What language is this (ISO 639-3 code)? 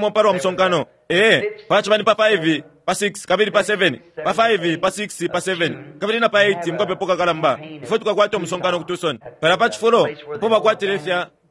bem